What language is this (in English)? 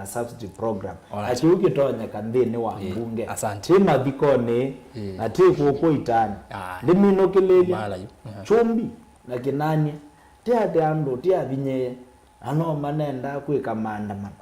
Kamba